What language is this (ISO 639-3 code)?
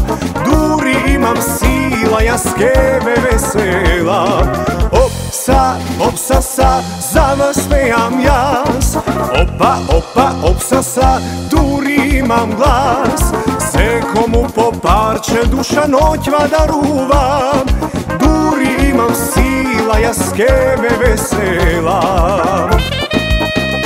mkd